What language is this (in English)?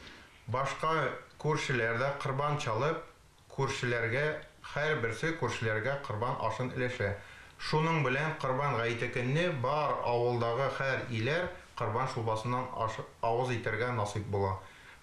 Tatar